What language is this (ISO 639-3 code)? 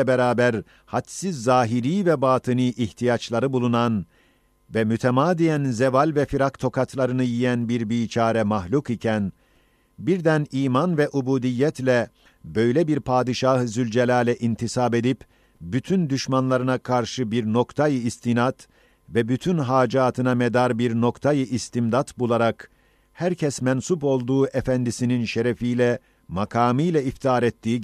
ota